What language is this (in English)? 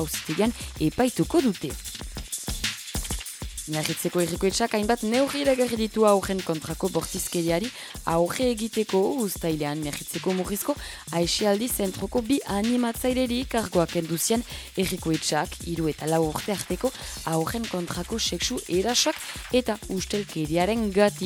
Basque